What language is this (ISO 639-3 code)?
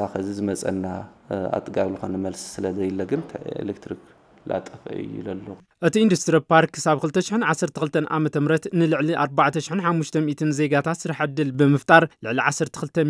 tir